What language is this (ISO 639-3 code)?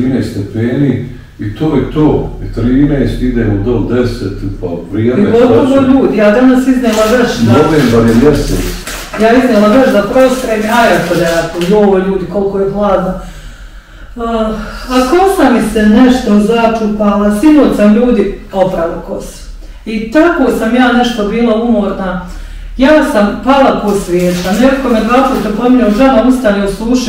bos